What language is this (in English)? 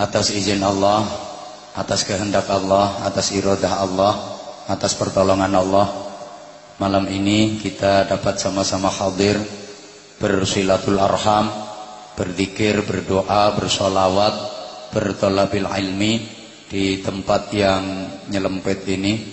Javanese